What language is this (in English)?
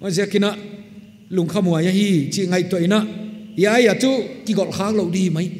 Paite Chin